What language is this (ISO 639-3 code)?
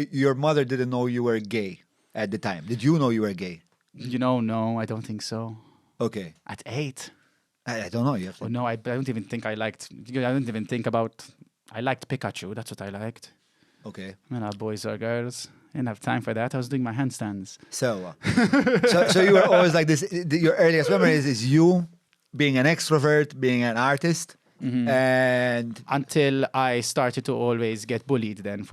eng